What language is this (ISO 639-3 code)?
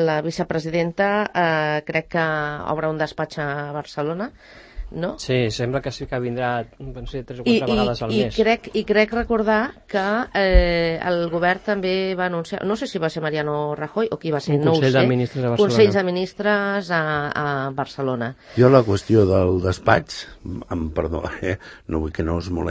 cat